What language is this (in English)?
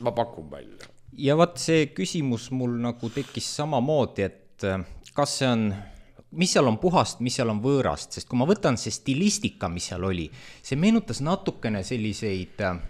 Estonian